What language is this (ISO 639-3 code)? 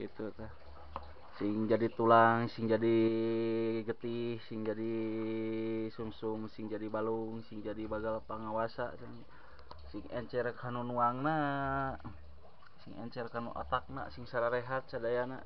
sun